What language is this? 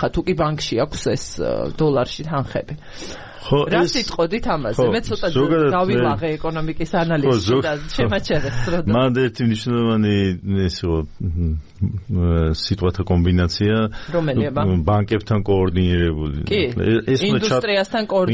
Georgian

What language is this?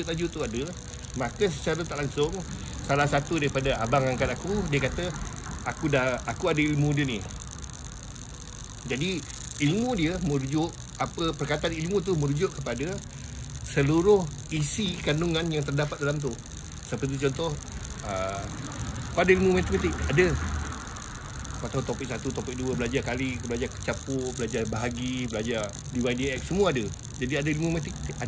Malay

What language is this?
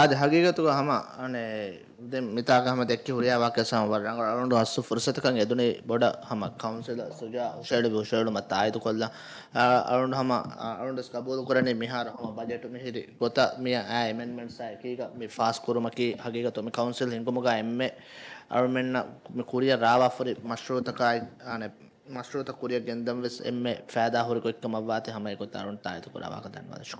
Divehi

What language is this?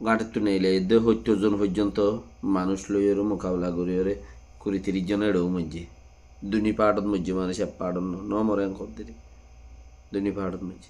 Rohingya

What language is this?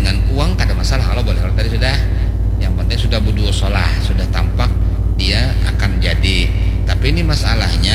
Banjar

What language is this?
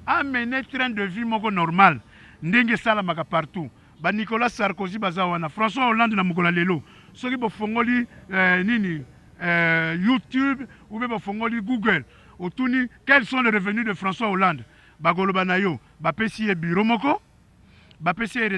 Lingala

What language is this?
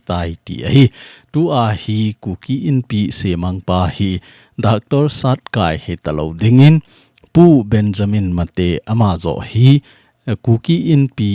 Thado Chin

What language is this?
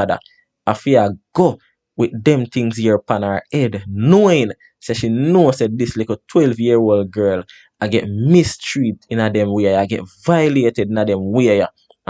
Jamaican Creole English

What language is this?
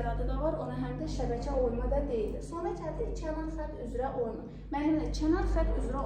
Azerbaijani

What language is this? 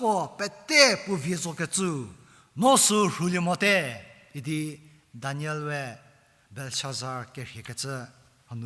Angami Naga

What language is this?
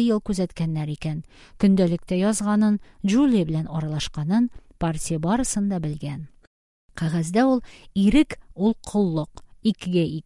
Tatar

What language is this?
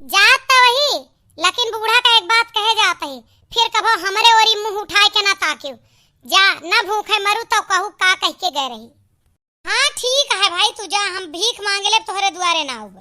Awadhi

